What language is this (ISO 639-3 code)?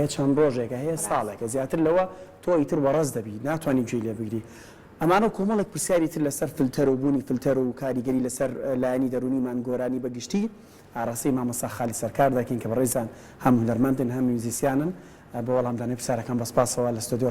ckb